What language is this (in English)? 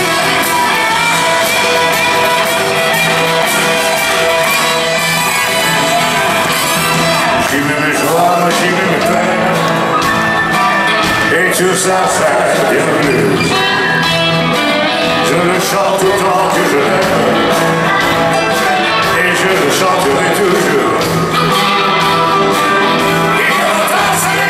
French